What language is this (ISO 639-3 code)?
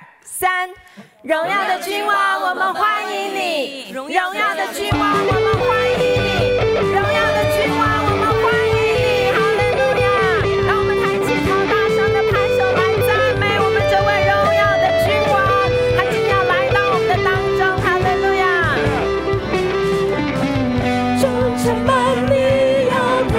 zho